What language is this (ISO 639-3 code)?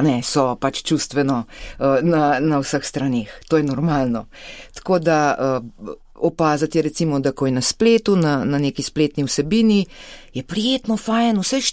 slv